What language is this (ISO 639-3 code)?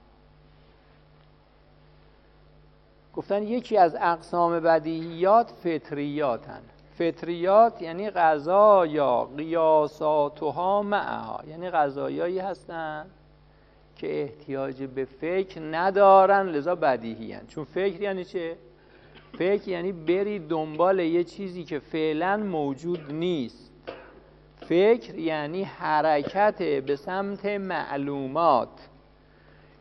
fas